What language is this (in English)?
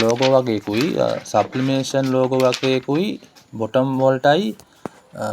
Sinhala